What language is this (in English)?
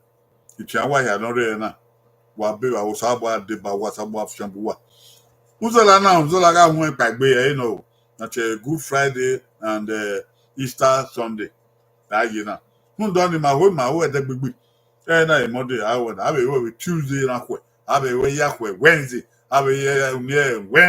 Bini